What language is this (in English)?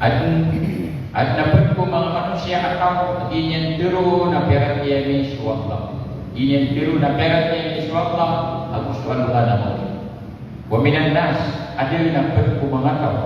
Maranao